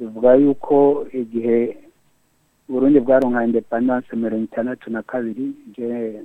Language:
Rundi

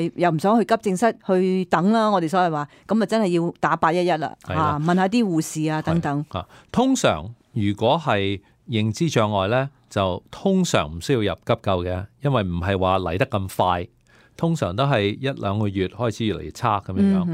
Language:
Cantonese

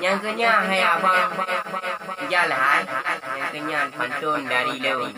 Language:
Achinese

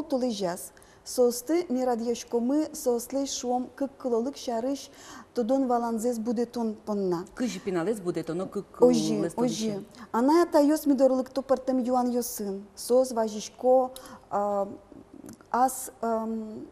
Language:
Udmurt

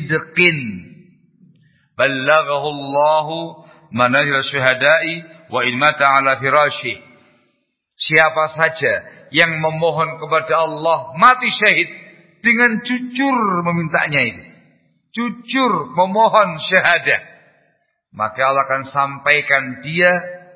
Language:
Indonesian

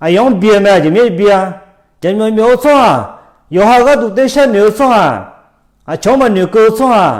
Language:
Akha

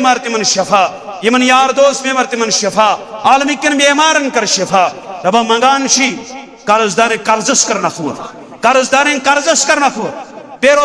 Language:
Kashmiri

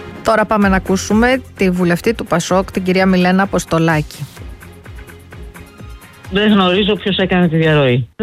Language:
Greek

